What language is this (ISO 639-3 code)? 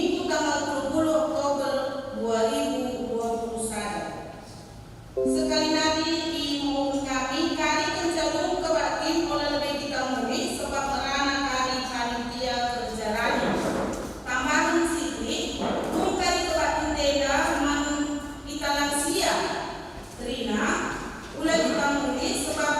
btx